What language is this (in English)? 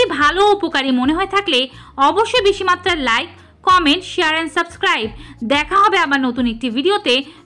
Bangla